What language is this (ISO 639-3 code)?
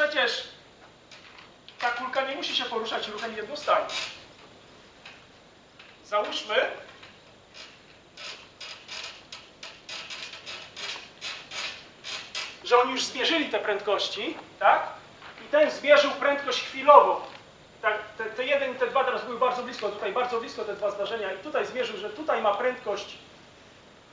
pol